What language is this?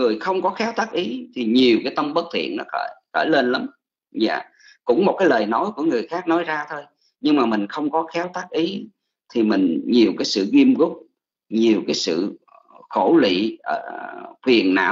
Vietnamese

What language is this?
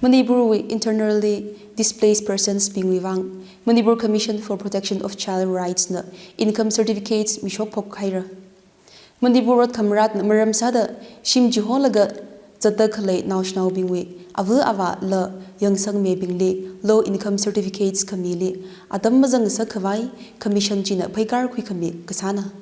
Tangkhul Naga (India)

